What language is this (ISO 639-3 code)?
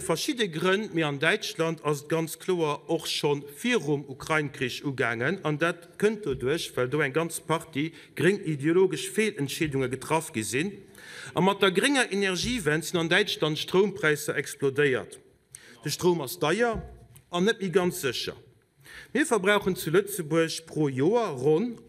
ltz